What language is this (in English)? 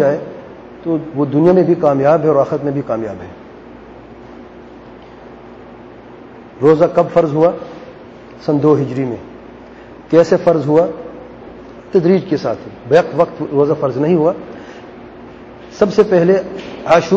Urdu